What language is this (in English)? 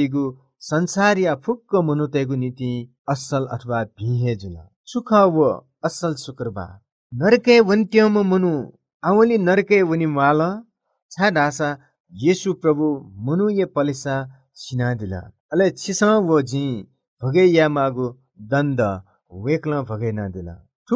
Newari